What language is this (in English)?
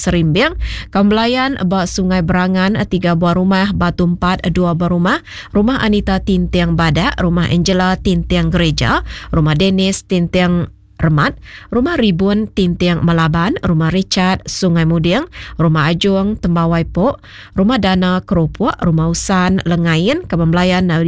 Iban